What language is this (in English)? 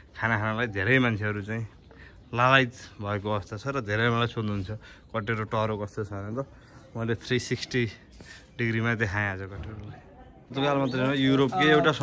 Nepali